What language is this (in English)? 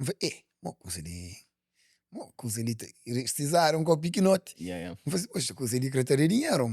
Kabuverdianu